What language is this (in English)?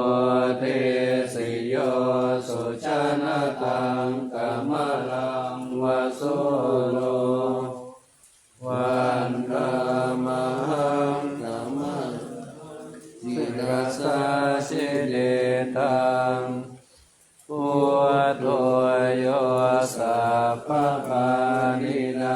Pali